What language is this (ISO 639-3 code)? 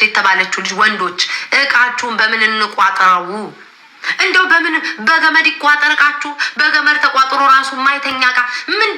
amh